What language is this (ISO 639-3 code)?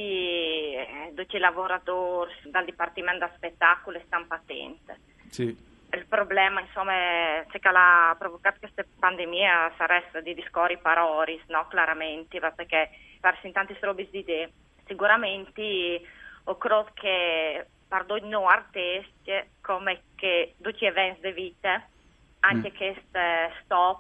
fur